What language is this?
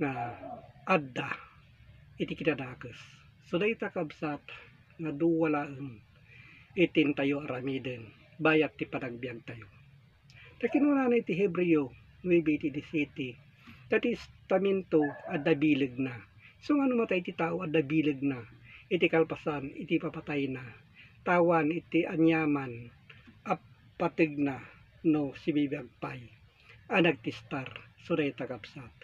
Iloko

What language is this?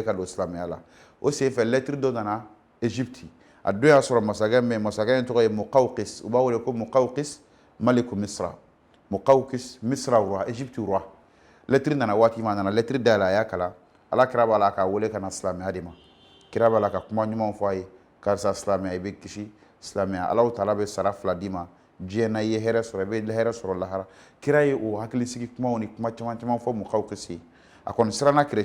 Bambara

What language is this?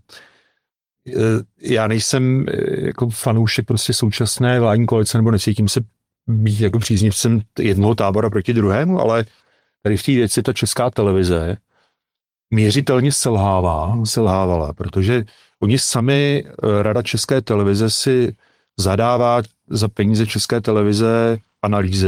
Czech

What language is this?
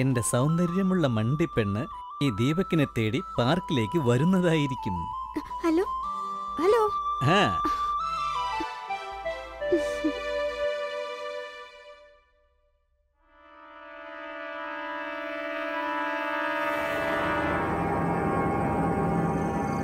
Malayalam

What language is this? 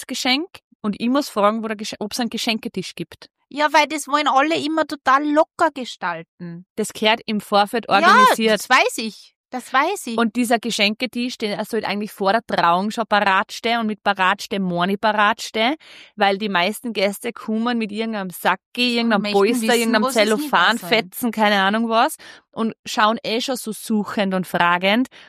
German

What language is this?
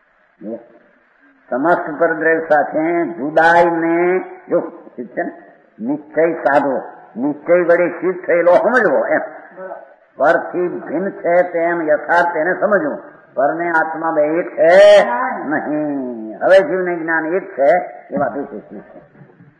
Gujarati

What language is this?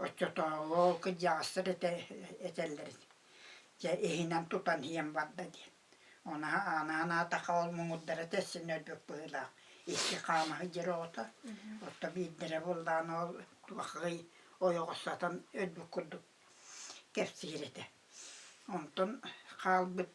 Yakut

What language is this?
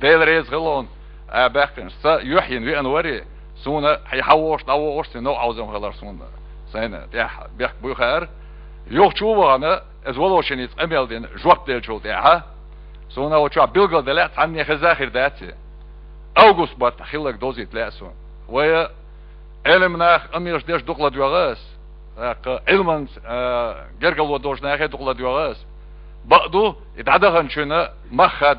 Chechen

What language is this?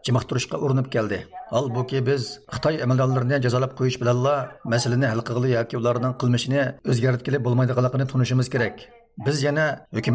Uyghur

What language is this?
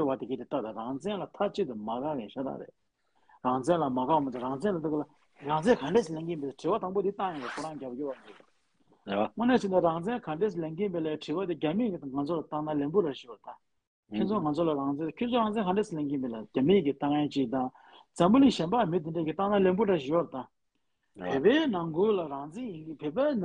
Tibetan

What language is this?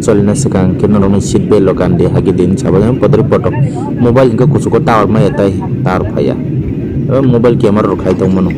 Kok Borok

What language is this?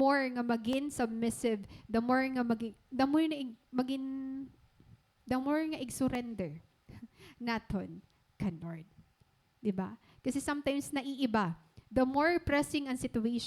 Waray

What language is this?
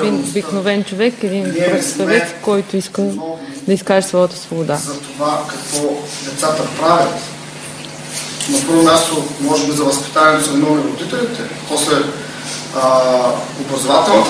Bulgarian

